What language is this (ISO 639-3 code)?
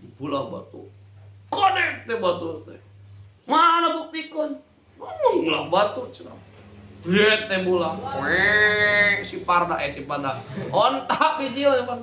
sun